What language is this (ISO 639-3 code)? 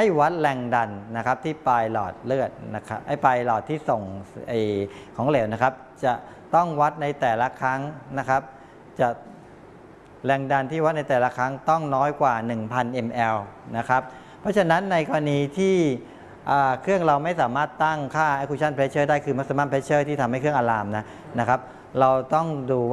tha